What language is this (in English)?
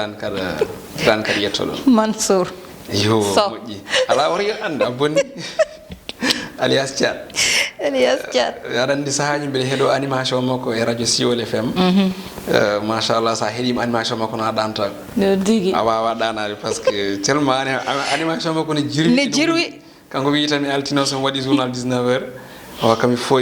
Fula